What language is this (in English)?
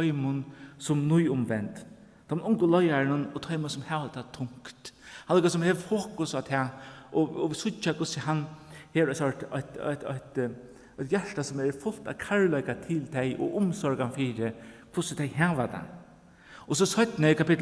Faroese